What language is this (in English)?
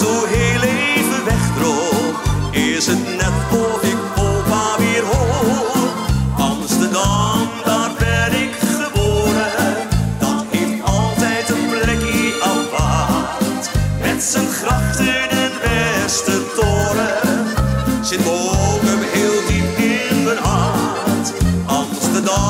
Dutch